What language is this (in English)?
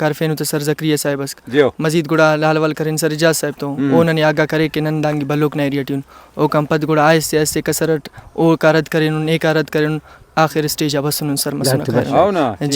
Brahui